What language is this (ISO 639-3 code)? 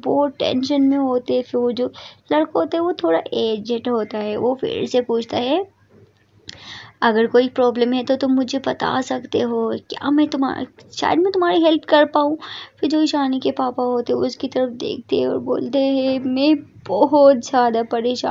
hin